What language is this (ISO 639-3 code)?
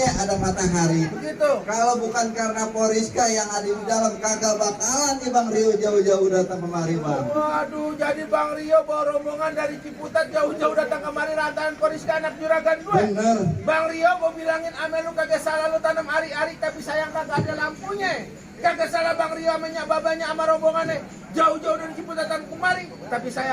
bew